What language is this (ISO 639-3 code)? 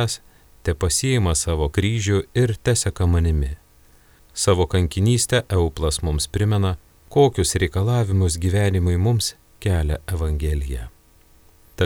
lit